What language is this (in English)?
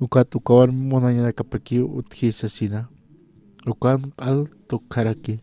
Aymara